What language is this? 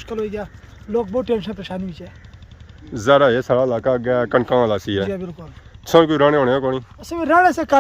Pahari-Potwari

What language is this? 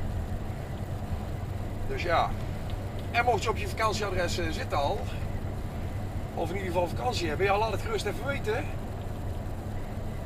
Dutch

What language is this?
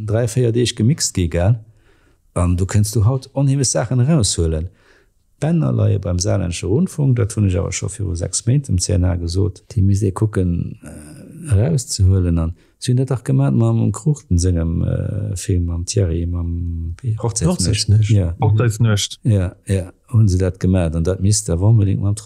Luxembourgish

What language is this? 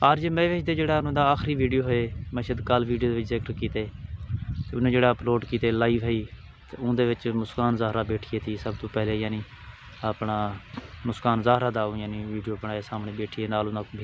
Saraiki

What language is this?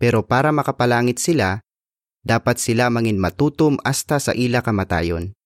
Hiligaynon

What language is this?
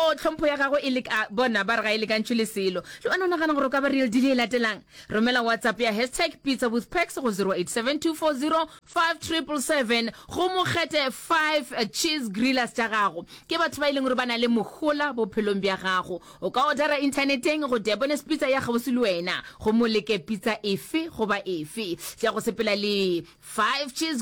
Northern Sotho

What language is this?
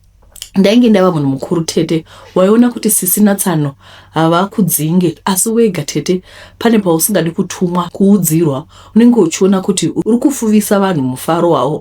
Shona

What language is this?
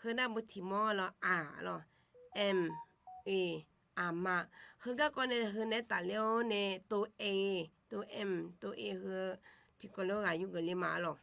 Akha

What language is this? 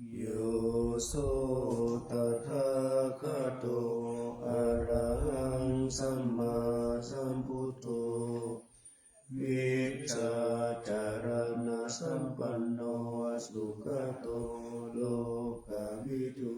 Pali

